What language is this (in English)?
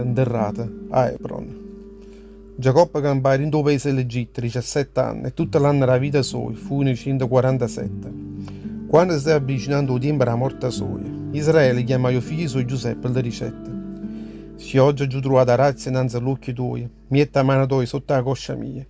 Neapolitan